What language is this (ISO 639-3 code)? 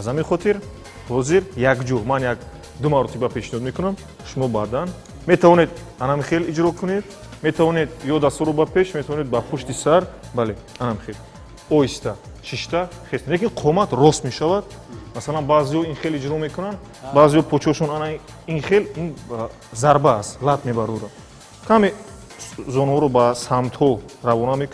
tgk